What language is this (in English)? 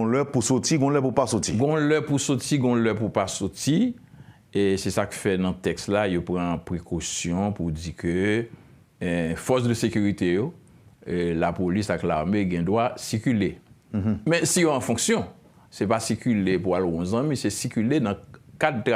Haitian Creole